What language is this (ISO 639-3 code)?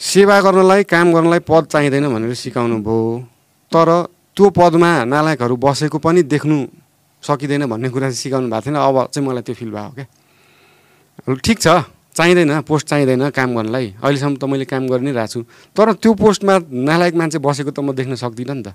nep